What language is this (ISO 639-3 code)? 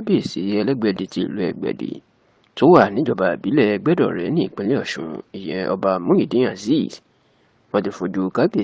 yor